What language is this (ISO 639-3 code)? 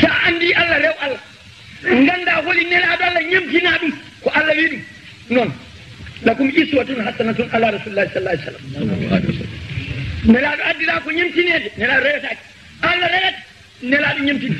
ful